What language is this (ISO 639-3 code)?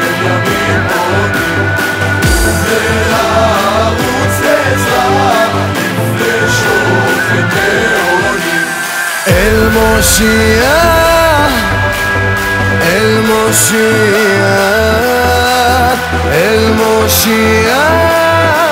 heb